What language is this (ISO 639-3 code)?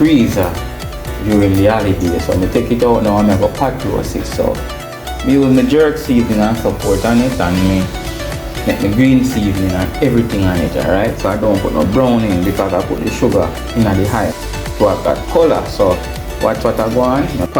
jam